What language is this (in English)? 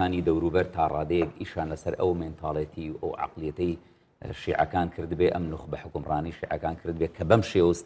Central Kurdish